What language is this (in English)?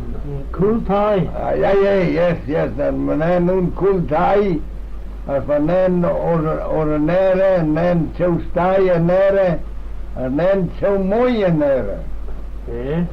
Manx